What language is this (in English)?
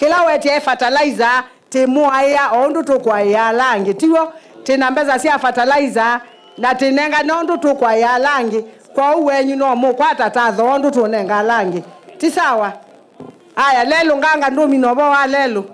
Kamba